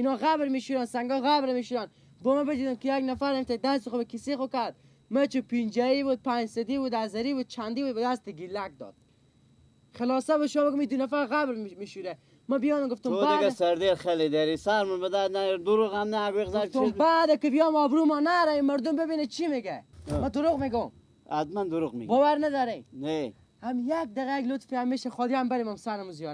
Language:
Persian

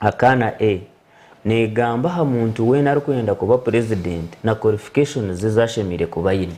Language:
Nyankole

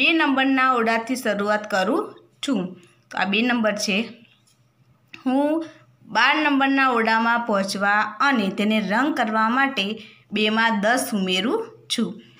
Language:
Gujarati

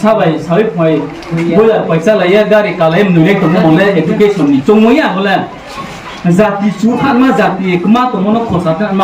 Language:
Riang (India)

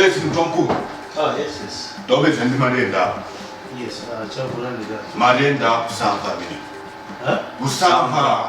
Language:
Nyanja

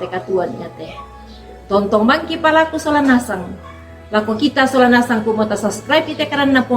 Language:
Toraja-Sa'dan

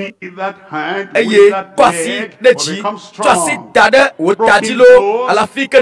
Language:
Ewe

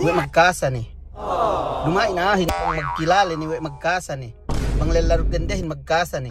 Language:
Yakan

